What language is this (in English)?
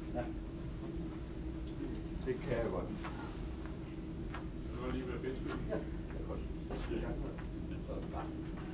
Danish